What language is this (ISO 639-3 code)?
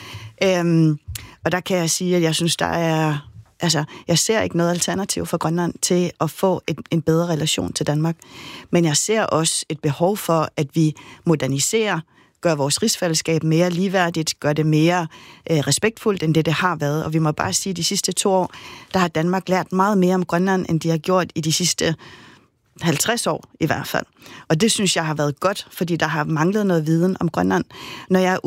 dan